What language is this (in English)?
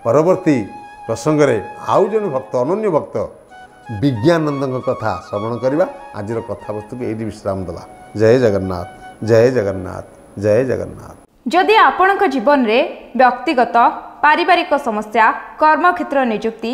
Odia